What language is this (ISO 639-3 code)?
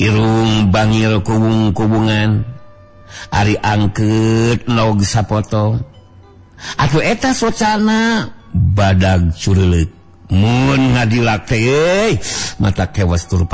sun